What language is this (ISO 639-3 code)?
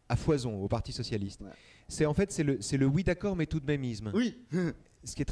fra